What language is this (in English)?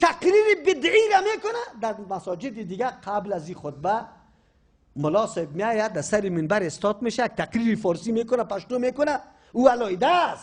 Persian